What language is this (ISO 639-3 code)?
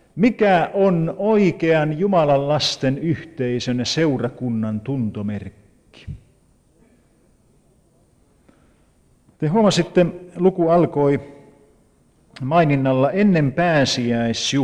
fin